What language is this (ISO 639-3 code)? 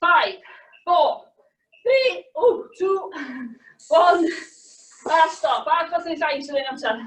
cym